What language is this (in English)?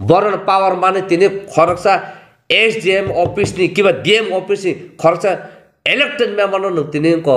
Kok Borok